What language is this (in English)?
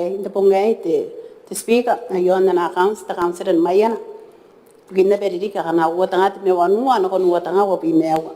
Gilbertese